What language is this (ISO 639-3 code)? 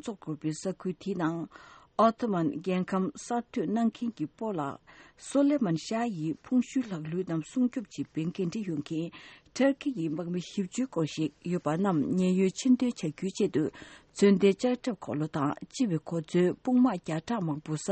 bod